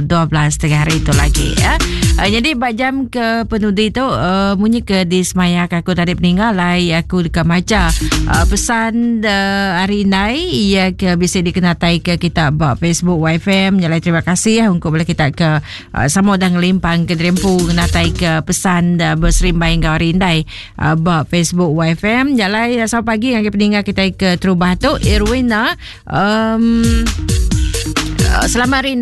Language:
Iban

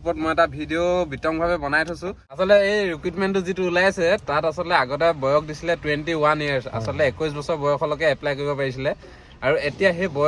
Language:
Assamese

